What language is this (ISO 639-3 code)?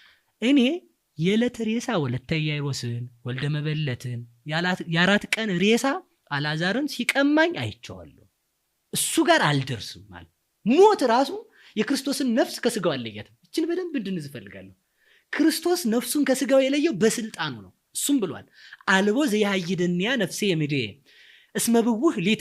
amh